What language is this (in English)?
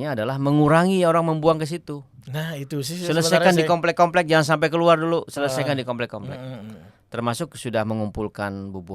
Banjar